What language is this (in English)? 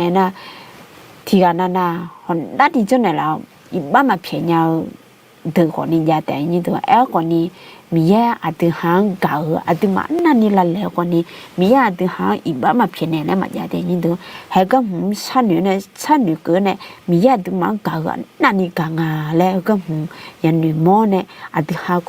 Akha